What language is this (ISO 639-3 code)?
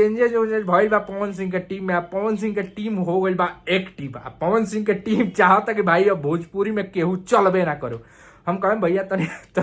bho